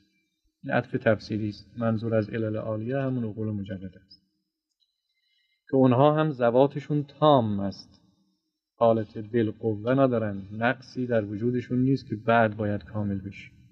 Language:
Persian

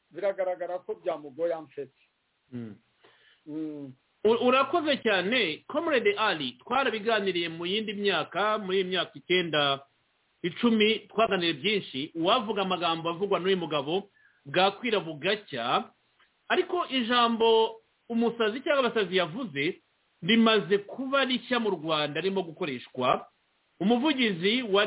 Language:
Kinyarwanda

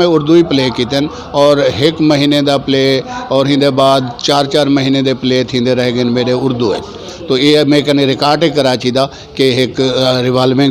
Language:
Saraiki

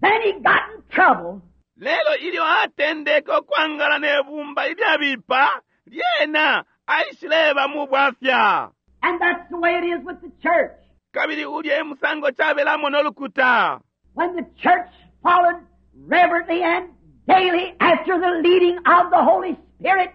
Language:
Bemba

